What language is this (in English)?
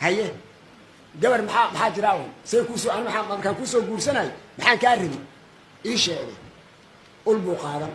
Somali